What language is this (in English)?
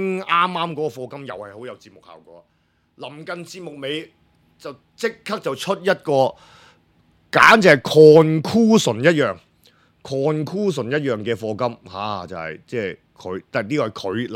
Cantonese